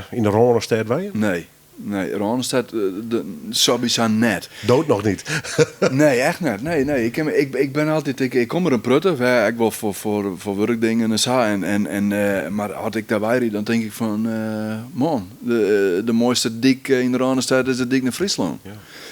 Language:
Western Frisian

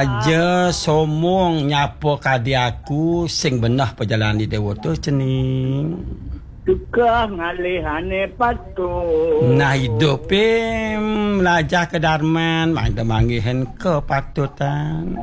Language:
Balinese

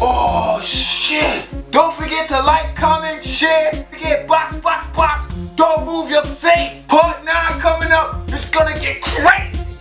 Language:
Jamaican Creole English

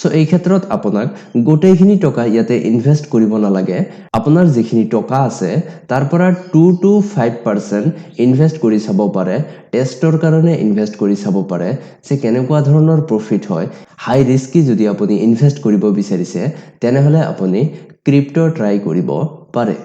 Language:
Assamese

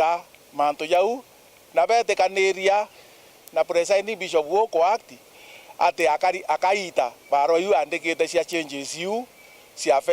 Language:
Meru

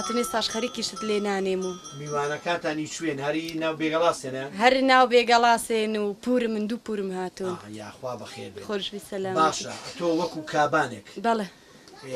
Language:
Central Kurdish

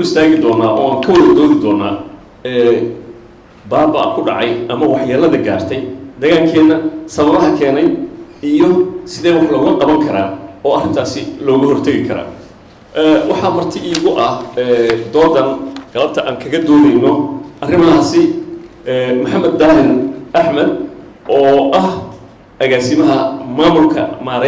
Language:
Somali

